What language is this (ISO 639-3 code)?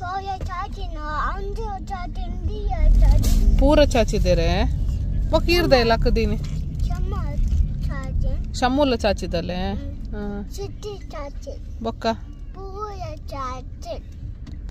tcy